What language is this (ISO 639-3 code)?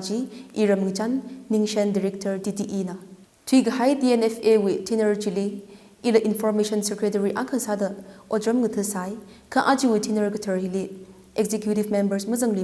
nmf